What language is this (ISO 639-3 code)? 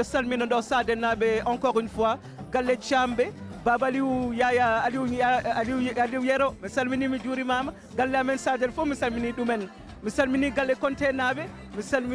ful